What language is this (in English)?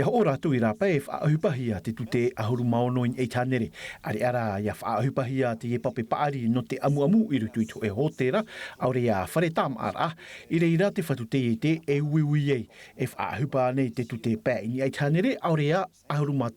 Tahitian